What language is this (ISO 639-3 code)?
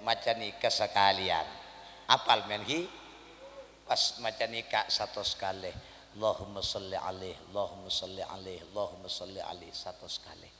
mad